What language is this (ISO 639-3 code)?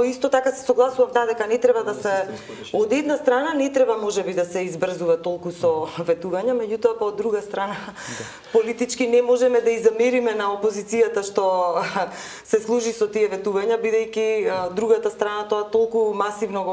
mkd